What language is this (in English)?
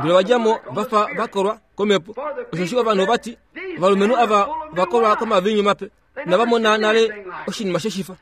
Kuanyama